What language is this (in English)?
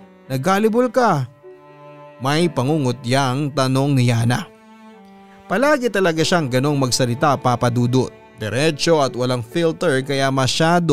Filipino